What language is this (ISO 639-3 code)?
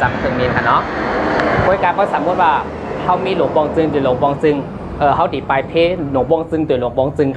shn